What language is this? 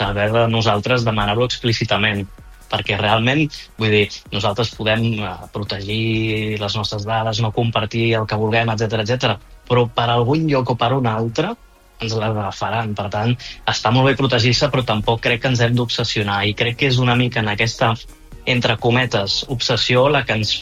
Catalan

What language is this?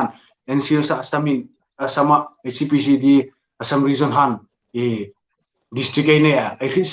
Hmar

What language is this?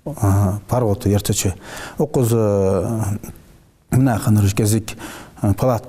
Ingush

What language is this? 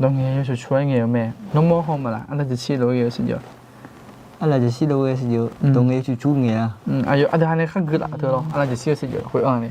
Akha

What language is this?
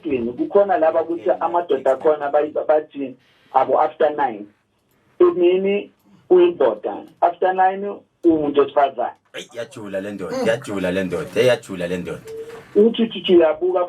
Zulu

